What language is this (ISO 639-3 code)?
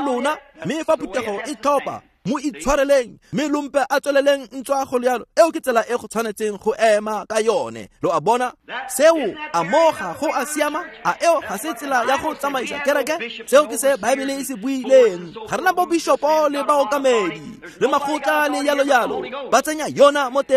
tsn